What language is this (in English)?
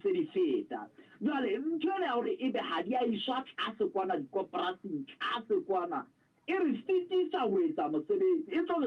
Southern Sotho